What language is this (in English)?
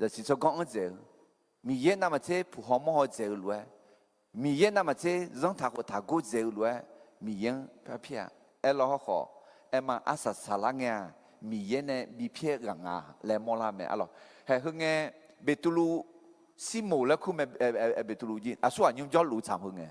Akha